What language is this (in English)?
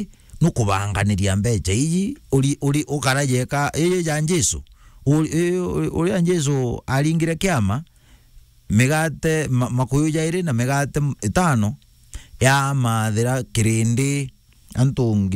Meru